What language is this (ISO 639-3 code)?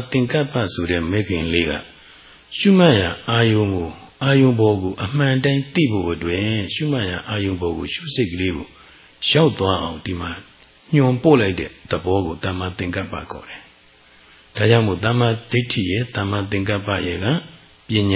mya